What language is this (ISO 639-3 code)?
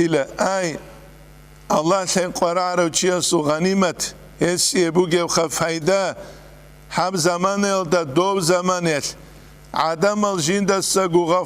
ava